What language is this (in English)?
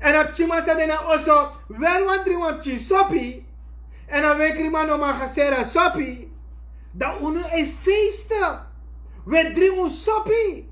Sranan Tongo